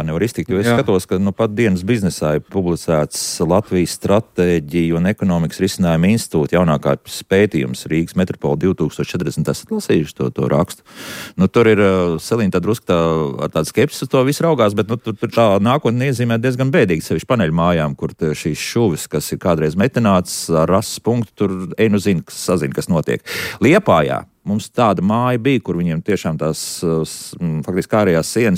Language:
Latvian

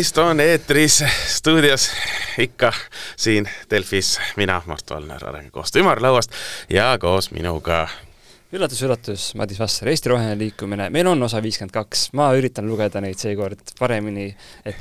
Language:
Estonian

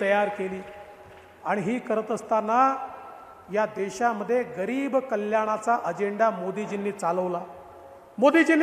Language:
Marathi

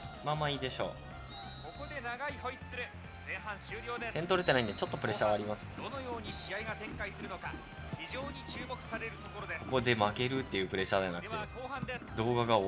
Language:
Japanese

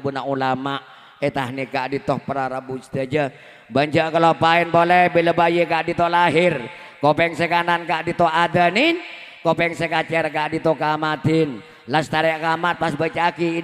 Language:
Madurese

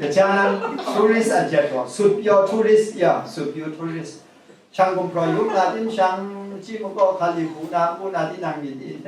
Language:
Kachin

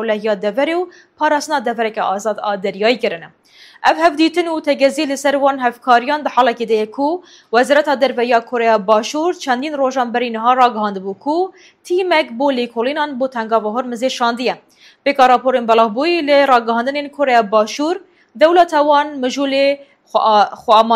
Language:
Kurdish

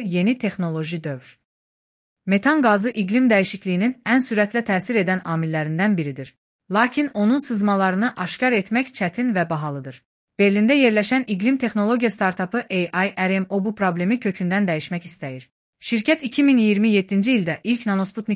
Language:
Azerbaijani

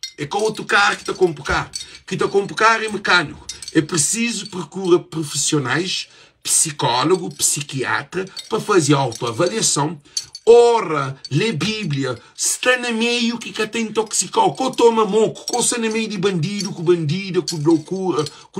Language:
Kabuverdianu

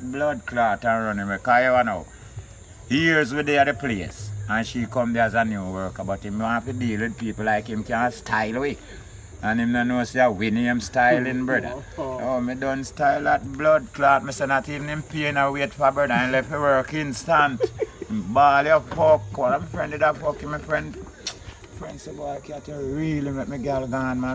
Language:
Jamaican Creole English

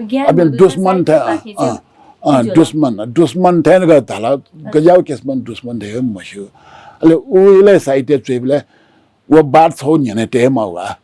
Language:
Newari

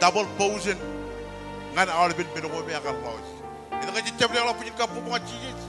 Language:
Marshallese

